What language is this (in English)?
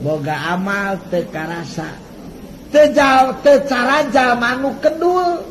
Sundanese